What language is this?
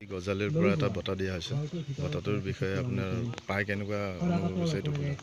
Assamese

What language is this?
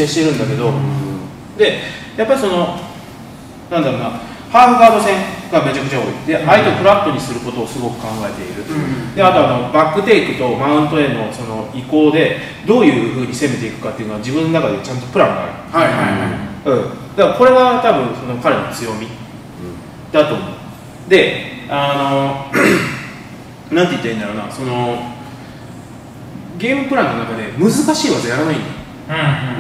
Japanese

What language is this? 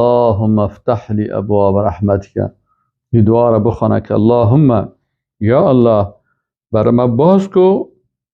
Persian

